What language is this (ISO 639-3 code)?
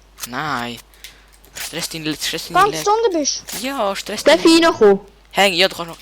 gsw